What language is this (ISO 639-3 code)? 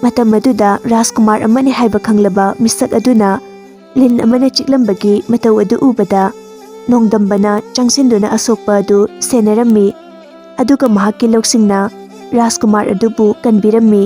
mni